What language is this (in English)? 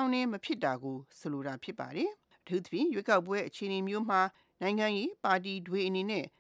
Burmese